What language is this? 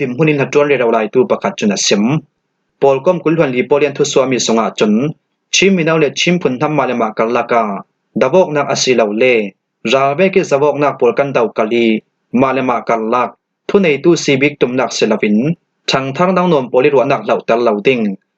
Falam Chin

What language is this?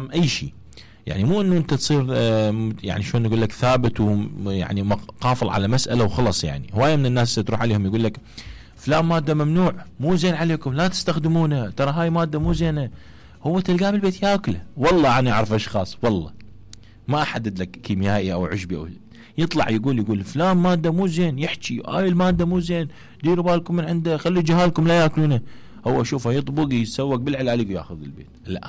Mesopotamian Arabic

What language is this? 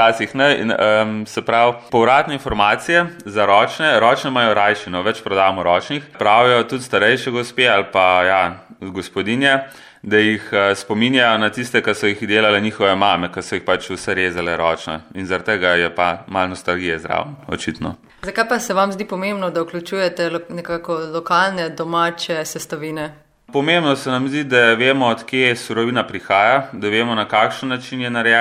Slovenian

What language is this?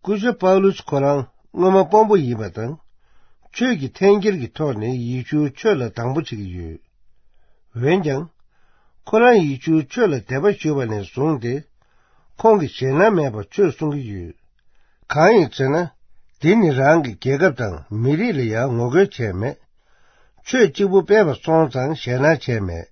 Tibetan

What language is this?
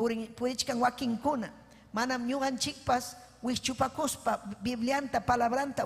Ayacucho Quechua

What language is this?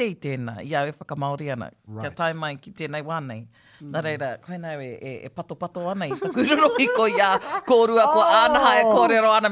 Māori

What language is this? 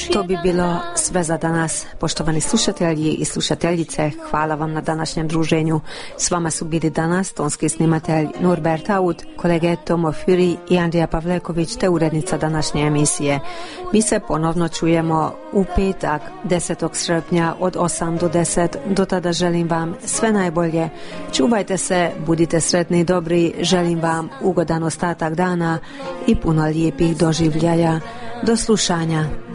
Croatian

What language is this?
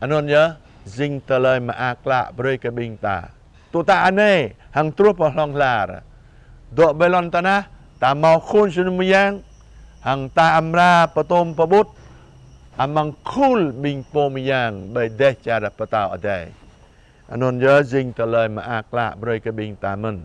Jarai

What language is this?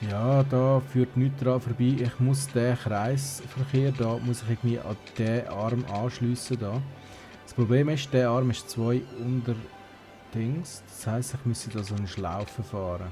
Swiss German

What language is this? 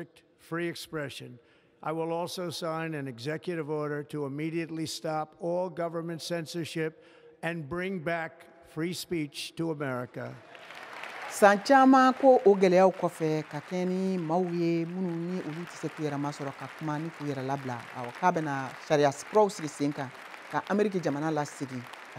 Bambara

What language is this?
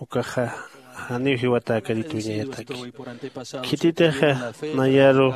Aymara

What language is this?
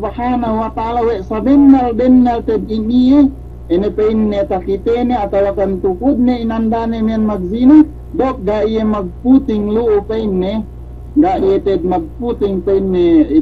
Yakan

